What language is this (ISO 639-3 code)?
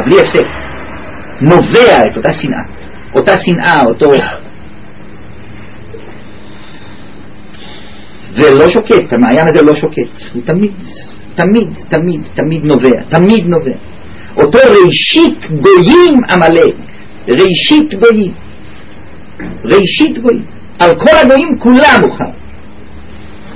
heb